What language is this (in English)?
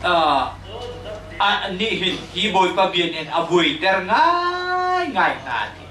Hakha Chin